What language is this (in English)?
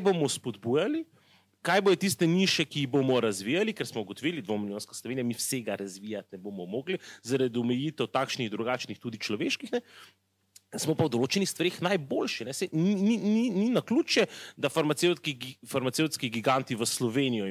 Slovenian